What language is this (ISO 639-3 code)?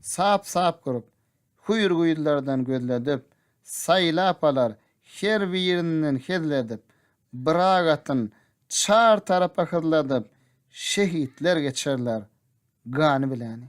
tuk